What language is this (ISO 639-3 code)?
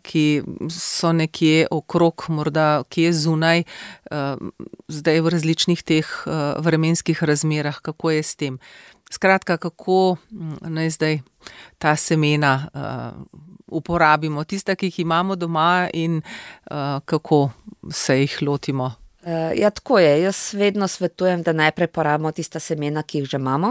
slv